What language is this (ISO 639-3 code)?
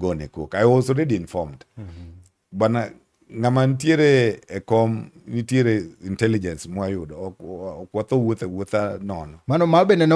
luo